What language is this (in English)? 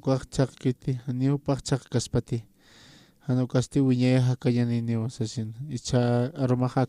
Aymara